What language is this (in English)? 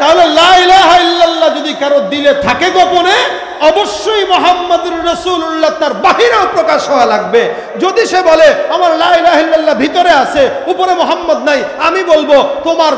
Bangla